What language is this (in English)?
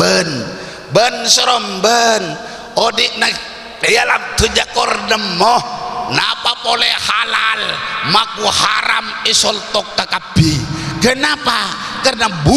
Madurese